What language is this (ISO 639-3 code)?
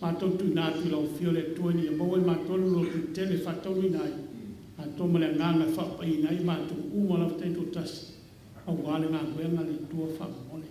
smo